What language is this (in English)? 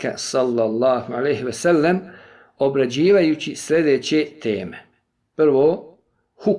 Bosnian